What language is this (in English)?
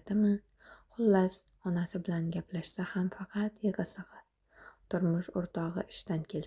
Uzbek